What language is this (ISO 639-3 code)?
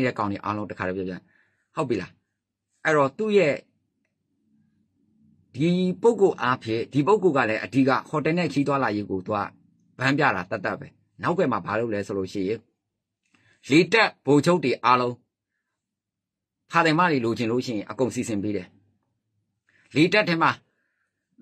mya